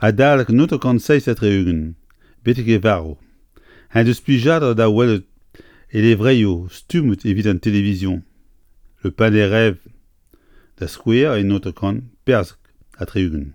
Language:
Breton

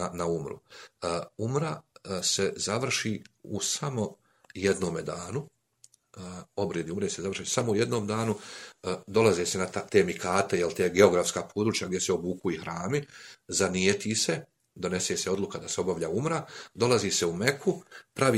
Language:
Bosnian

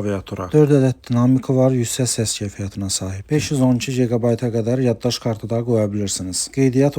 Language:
Azerbaijani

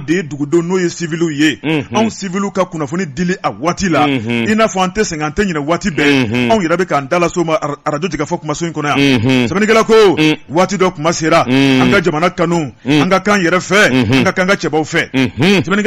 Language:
Bambara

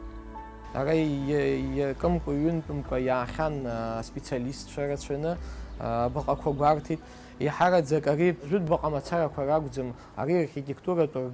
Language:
Abkhazian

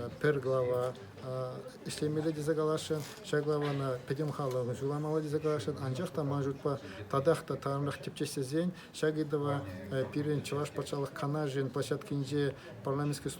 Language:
Chuvash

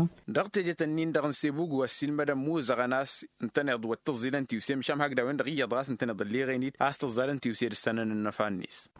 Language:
Tamasheq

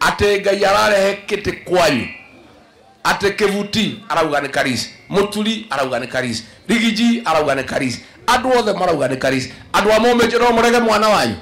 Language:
Kikuyu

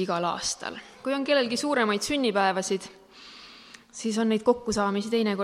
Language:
Estonian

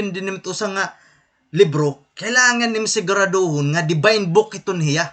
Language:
Waray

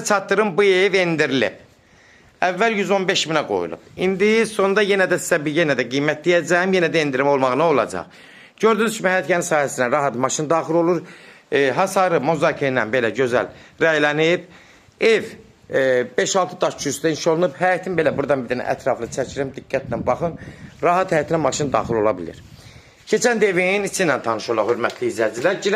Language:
Azerbaijani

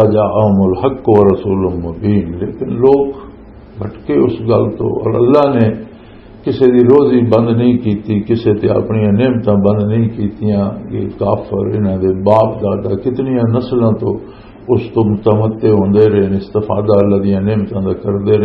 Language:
Western Panjabi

